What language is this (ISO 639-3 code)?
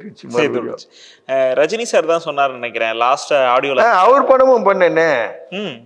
tam